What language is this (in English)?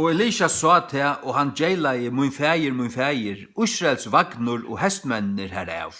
Faroese